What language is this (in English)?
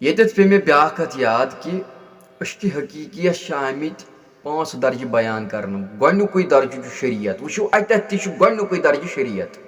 Kashmiri